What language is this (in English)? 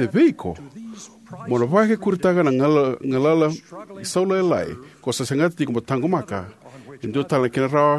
Fijian